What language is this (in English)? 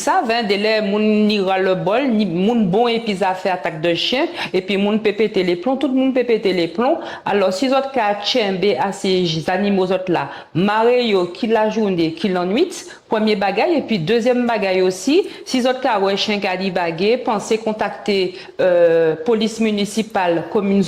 Guadeloupean Creole French